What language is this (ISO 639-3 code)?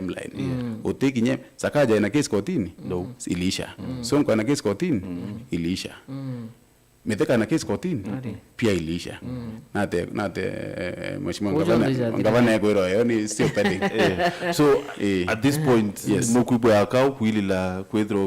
mer